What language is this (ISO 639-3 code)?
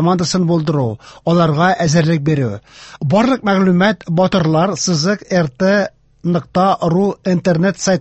tat